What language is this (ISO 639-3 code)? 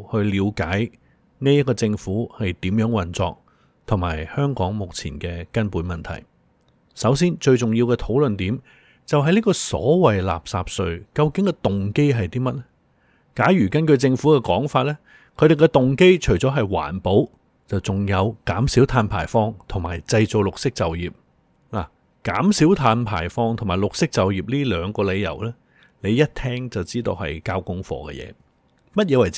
yue